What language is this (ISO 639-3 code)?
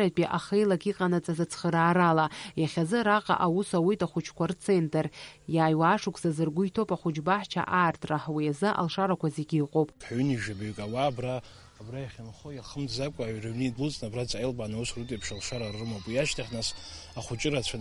abk